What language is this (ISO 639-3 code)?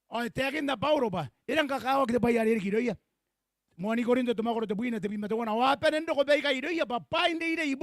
gil